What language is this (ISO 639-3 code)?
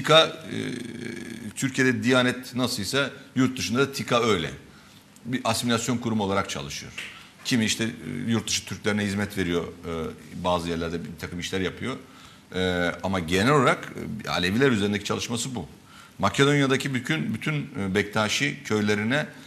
tur